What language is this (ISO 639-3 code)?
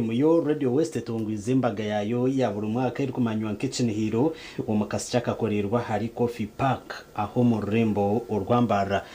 nyn